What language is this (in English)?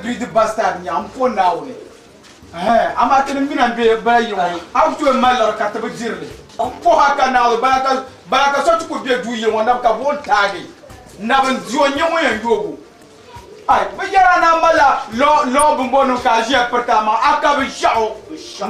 Dagbani